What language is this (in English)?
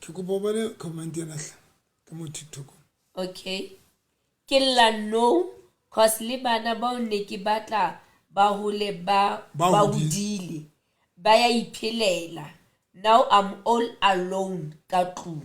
Southern Sotho